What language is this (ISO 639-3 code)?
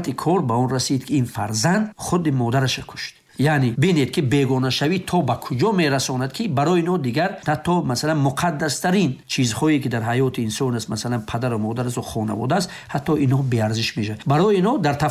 fas